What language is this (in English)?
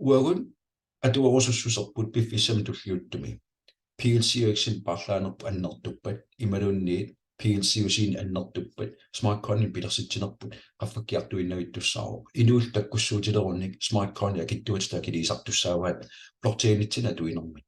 Kalaallisut